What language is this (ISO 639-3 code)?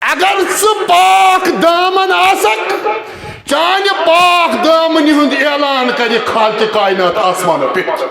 kas